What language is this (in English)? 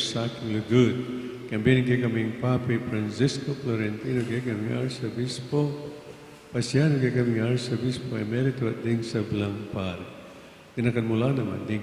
Pampanga